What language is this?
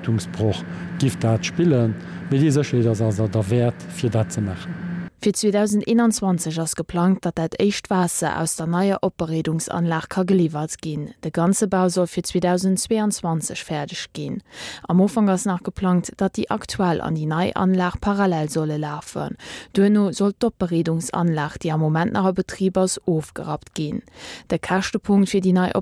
Luxembourgish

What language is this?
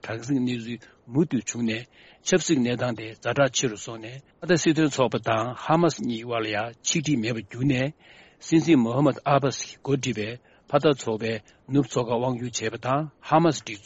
Tibetan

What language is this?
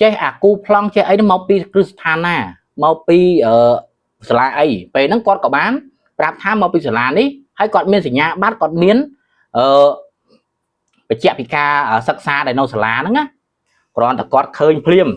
Khmer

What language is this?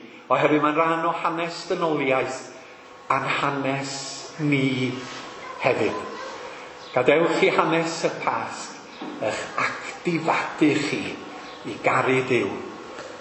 Welsh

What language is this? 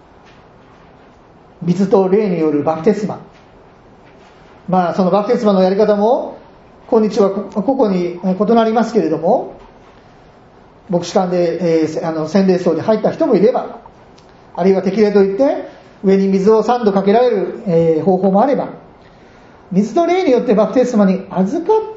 Japanese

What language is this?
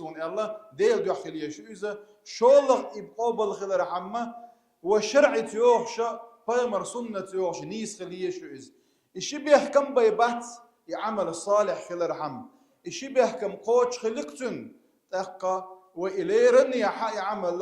Chechen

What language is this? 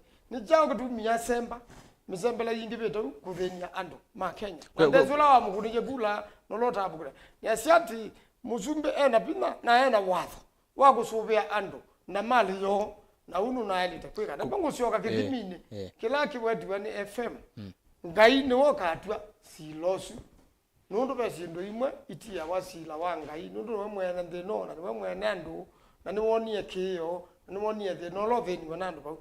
Kamba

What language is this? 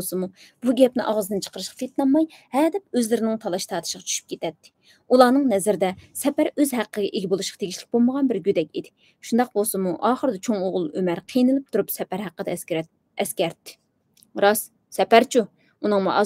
Uyghur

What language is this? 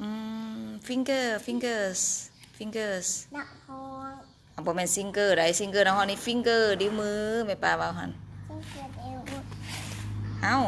Lao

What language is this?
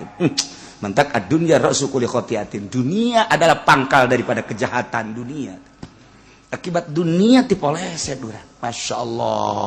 Sundanese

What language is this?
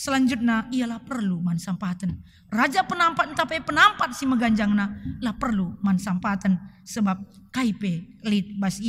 Batak Karo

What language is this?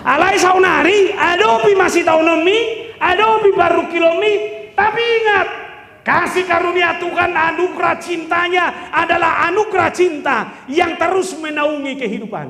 Batak Toba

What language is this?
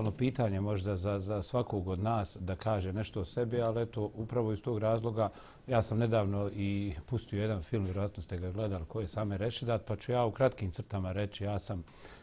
Bosnian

